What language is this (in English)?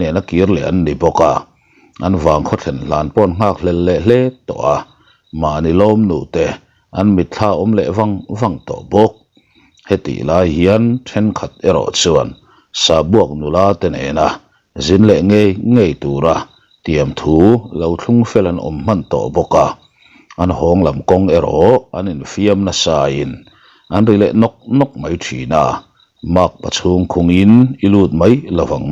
Mizo